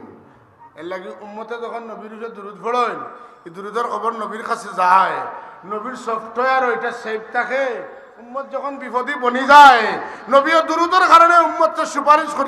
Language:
Sylheti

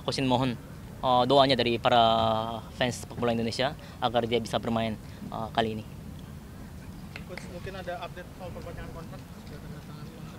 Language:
Indonesian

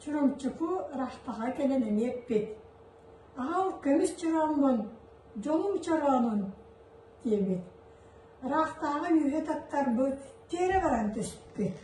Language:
Yakut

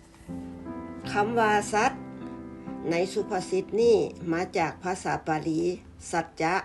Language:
Lao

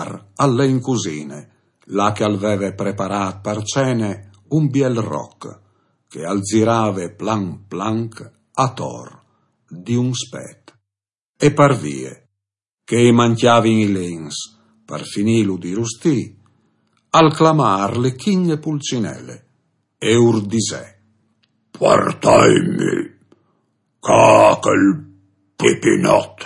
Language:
Friulian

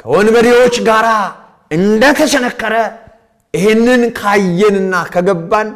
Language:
Amharic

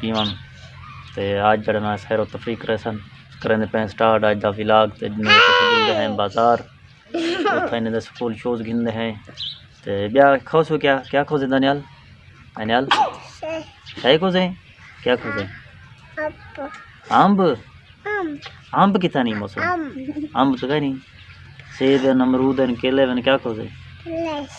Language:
Saraiki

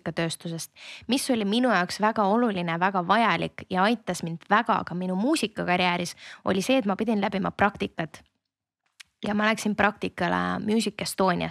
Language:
Estonian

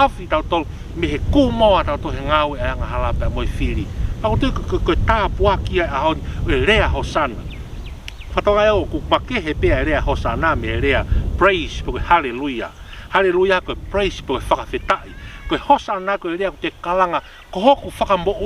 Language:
Tongan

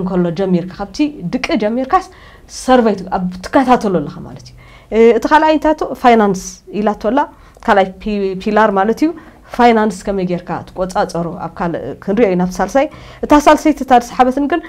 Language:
Tigrinya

